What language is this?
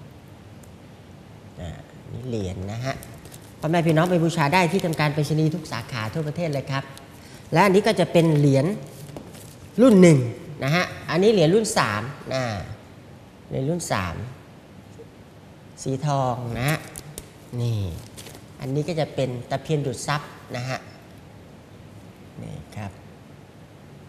Thai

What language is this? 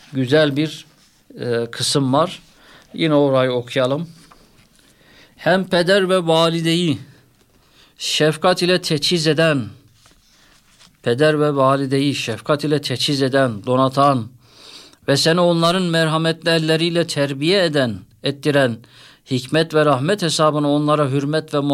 Turkish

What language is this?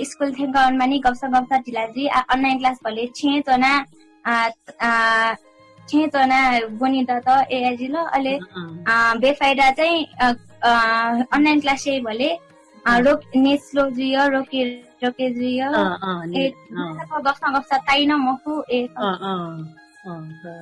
Newari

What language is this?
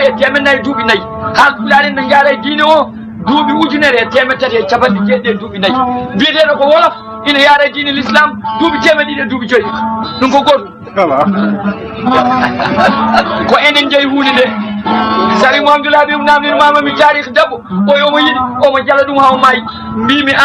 Fula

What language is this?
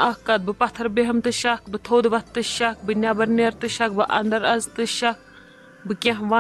Kashmiri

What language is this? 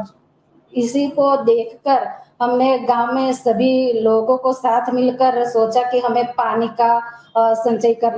Hindi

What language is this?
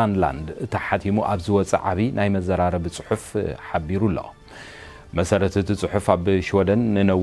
Tigrinya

